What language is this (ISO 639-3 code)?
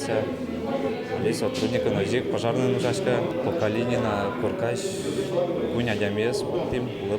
udm